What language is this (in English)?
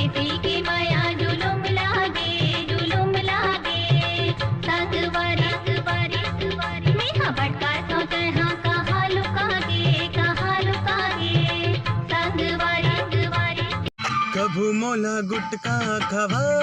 Chhattisgarhi